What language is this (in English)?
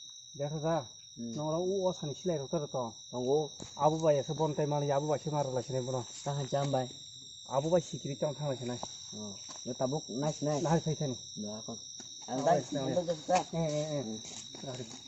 Kok Borok